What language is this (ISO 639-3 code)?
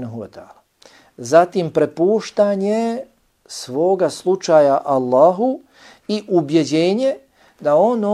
bos